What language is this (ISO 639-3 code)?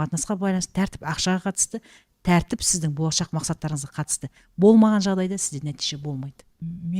kaz